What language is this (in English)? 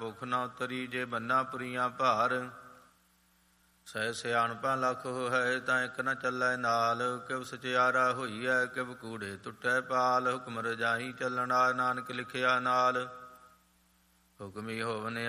Punjabi